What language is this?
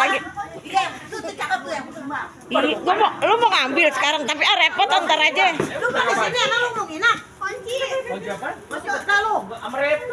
Betawi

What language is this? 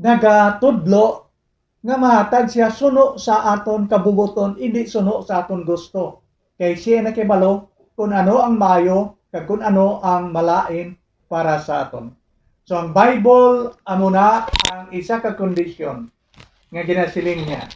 Hiligaynon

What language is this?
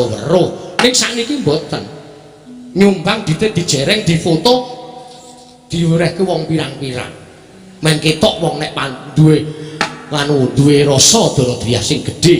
Javanese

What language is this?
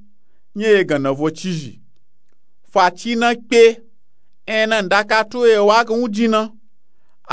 Nupe-Nupe-Tako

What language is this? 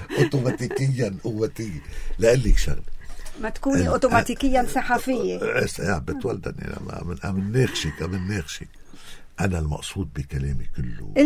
North Levantine Arabic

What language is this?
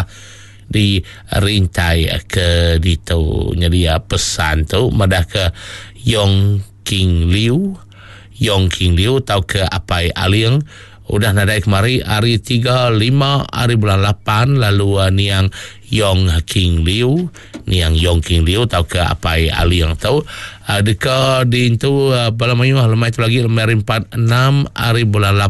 Iban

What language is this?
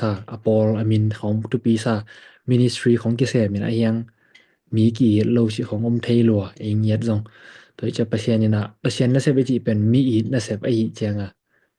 Tedim Chin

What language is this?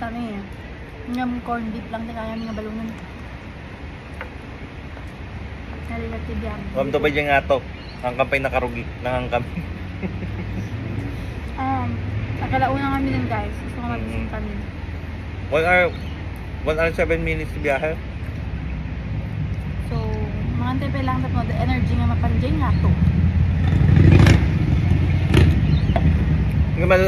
Filipino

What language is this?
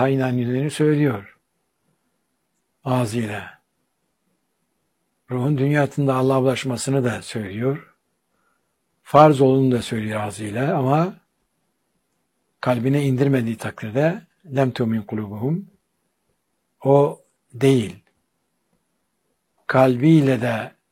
Turkish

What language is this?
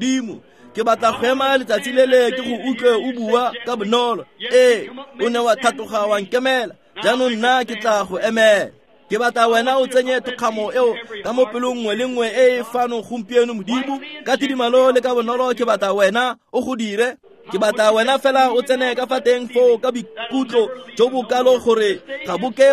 Tswana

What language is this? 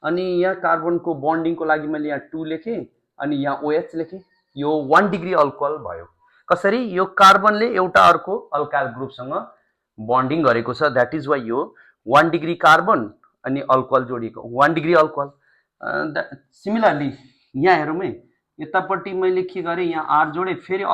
Nepali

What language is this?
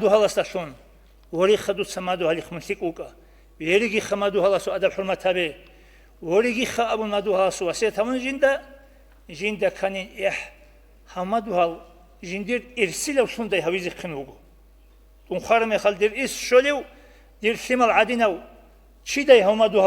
Avaric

